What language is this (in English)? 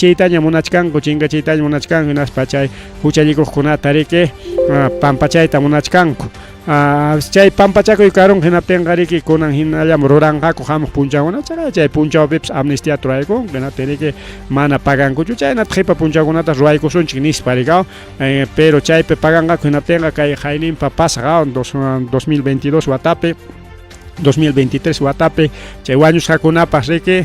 Ayacucho Quechua